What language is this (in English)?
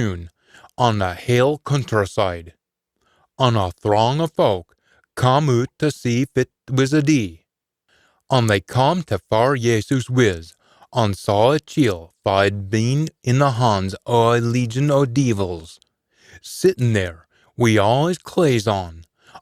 Scots